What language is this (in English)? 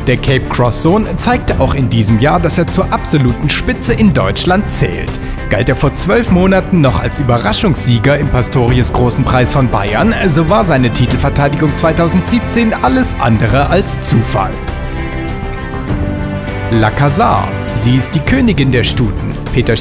German